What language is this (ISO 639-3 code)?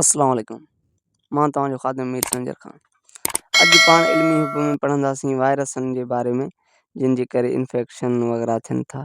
snd